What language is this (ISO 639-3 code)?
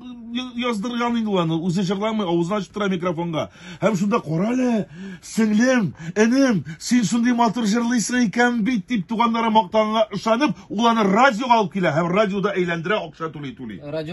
tat